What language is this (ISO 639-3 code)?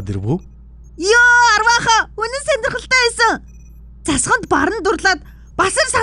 mon